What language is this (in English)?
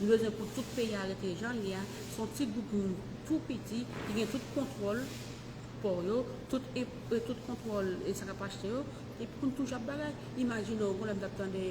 Haitian Creole